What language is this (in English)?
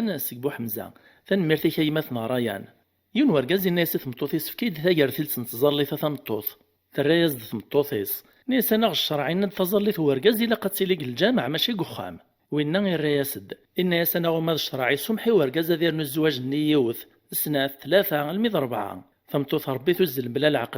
Kabyle